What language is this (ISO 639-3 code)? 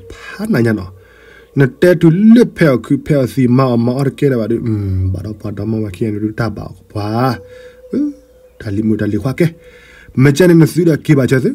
ksw